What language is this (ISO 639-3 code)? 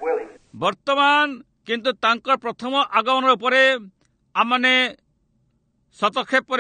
ori